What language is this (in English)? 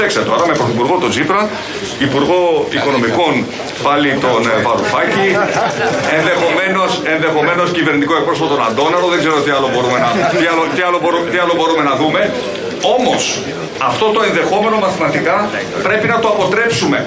Greek